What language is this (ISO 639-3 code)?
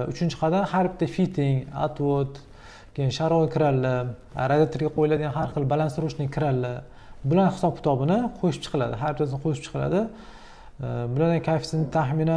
uzb